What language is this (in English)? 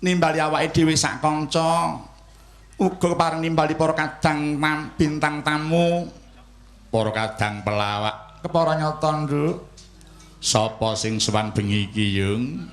Javanese